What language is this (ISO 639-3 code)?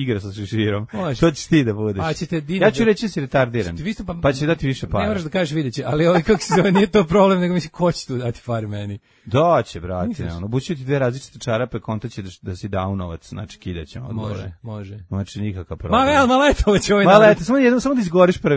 srp